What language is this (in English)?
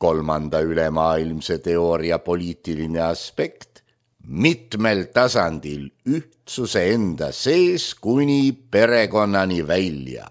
Estonian